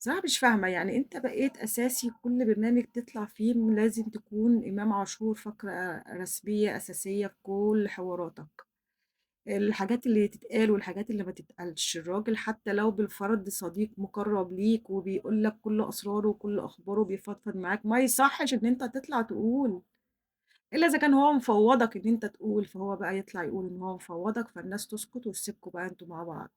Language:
Egyptian Arabic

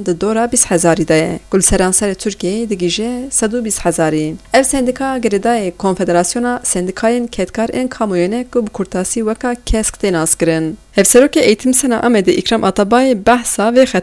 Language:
Kurdish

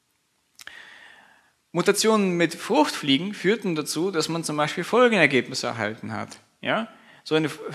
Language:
German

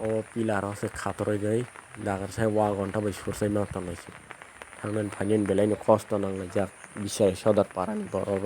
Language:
Kok Borok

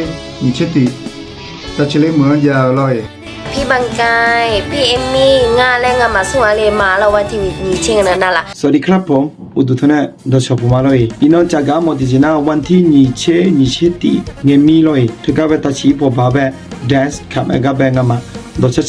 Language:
Akha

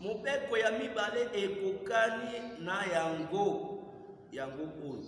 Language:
Lingala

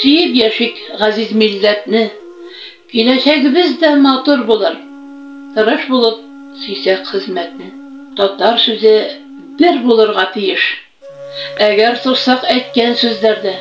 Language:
Tatar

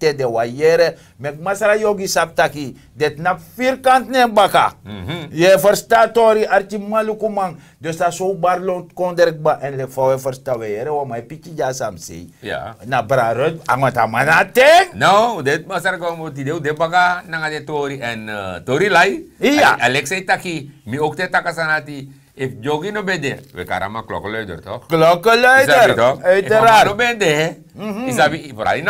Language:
Sranan Tongo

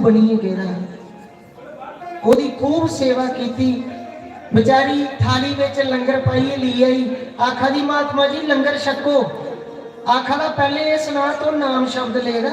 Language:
Dogri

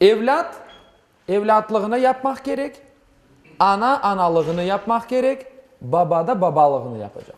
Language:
Crimean Tatar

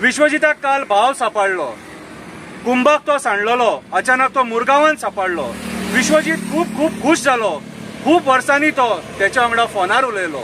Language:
Konkani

